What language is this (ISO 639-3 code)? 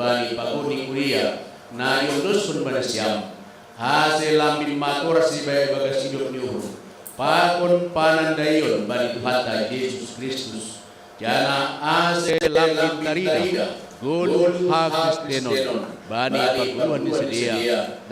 bts